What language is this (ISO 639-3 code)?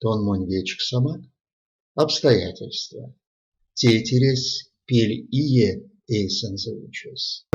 myv